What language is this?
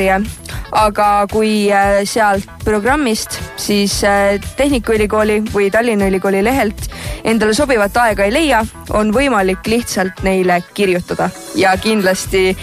Estonian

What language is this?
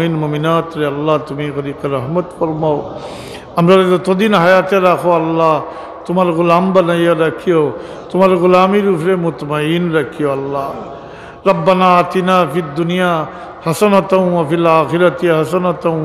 Sylheti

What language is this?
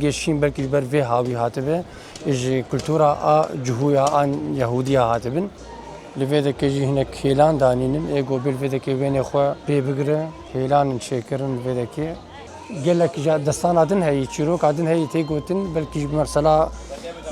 Kurdish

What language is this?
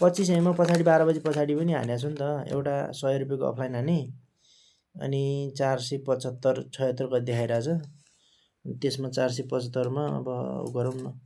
Nepali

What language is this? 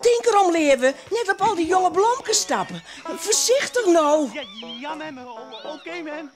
Western Frisian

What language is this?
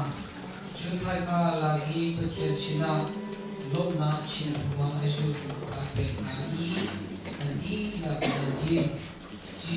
Hakha Chin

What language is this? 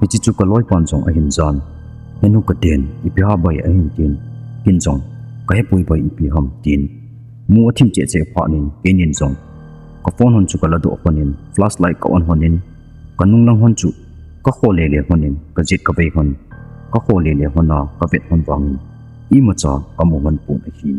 Thado Chin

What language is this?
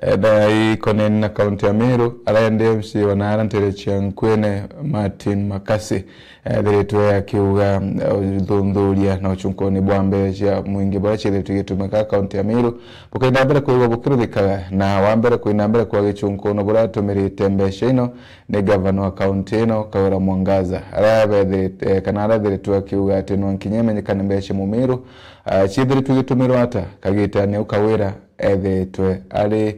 Meru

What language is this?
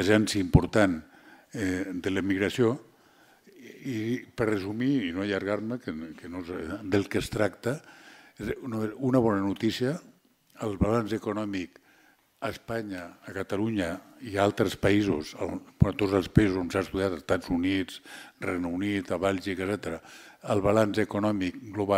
Catalan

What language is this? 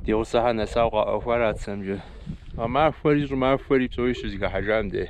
Kabardian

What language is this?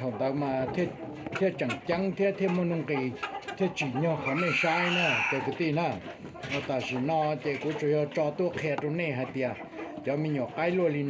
Hmong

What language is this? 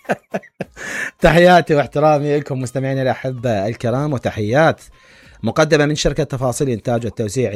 Mesopotamian Arabic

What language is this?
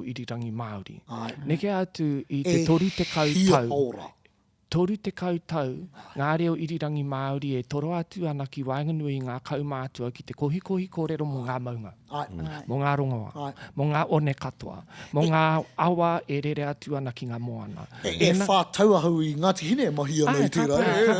Māori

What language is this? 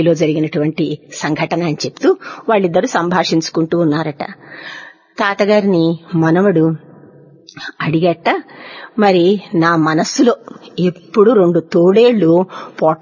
Telugu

